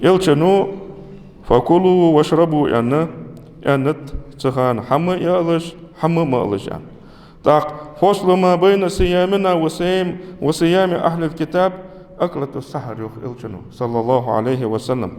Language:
Ingush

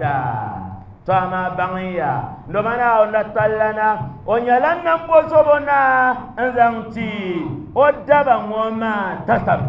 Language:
Dagbani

